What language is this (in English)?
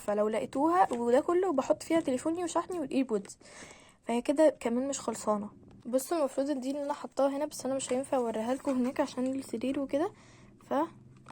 Egyptian Arabic